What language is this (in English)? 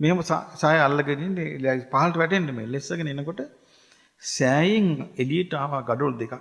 Sinhala